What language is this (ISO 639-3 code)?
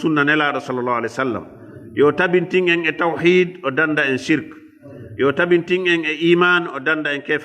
ful